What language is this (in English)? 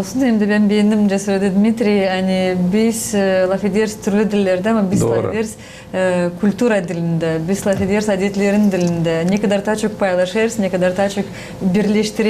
Gagauz